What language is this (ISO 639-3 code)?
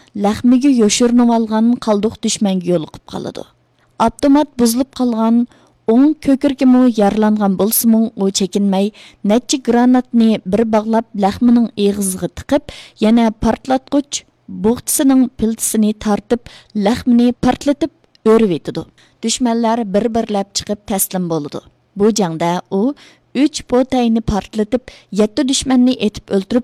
uig